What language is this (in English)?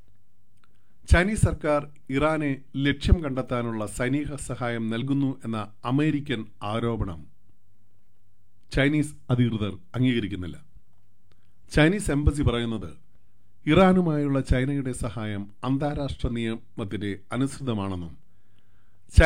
Malayalam